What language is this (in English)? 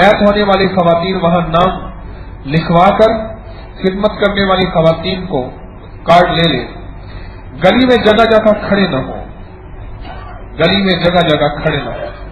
Urdu